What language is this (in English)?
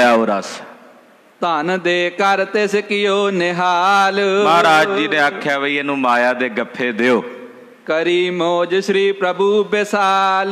Punjabi